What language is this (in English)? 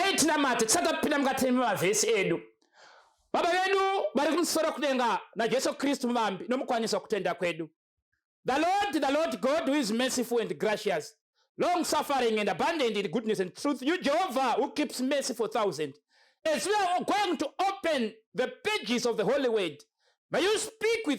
Shona